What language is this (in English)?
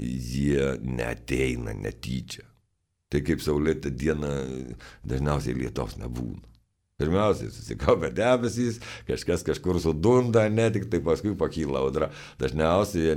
Lithuanian